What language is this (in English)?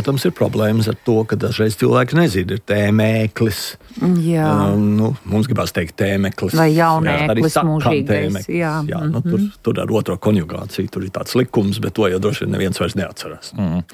Latvian